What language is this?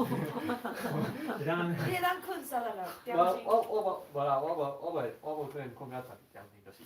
Min Nan Chinese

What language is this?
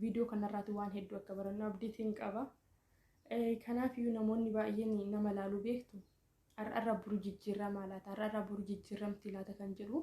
Oromo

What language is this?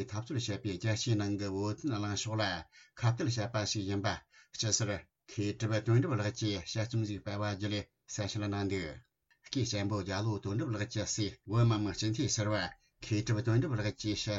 Tibetan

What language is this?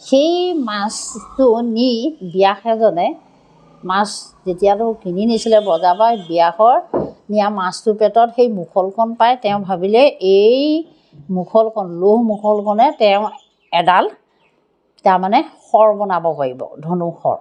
Assamese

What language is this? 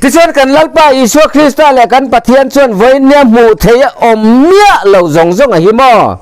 Mizo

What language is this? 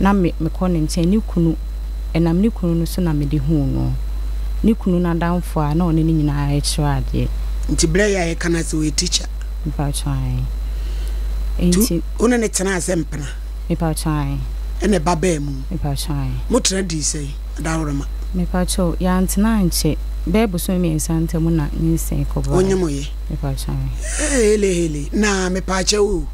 Akan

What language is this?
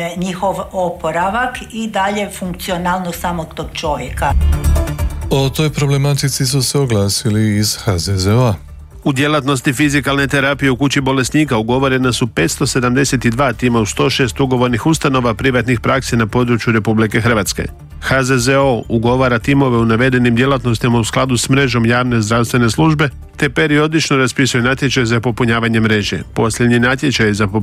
Croatian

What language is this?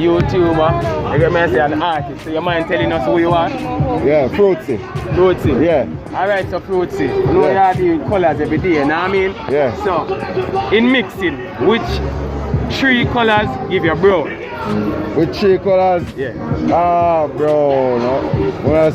Jamaican Creole English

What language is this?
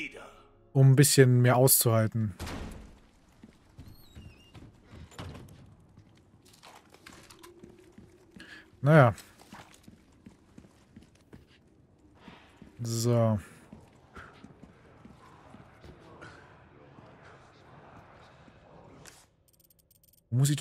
German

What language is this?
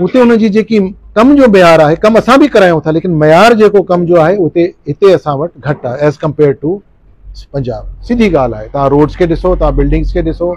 Sindhi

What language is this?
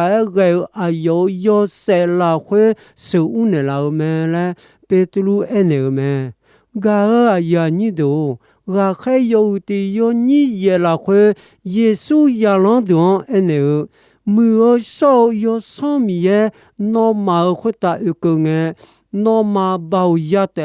Akha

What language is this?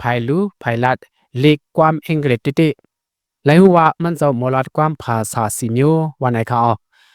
Shan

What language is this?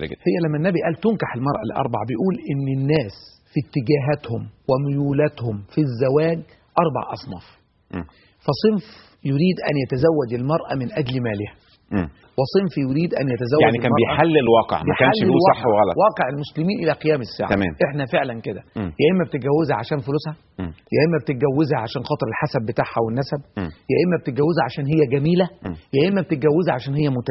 Egyptian Arabic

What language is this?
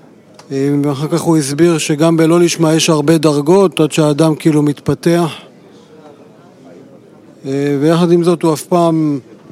Hebrew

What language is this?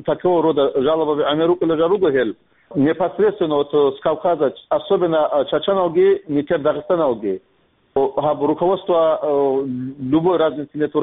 Avaric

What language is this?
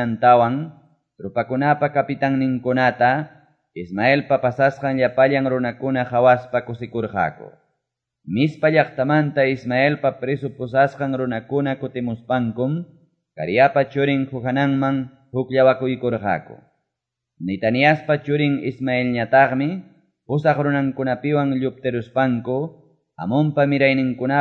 Quechua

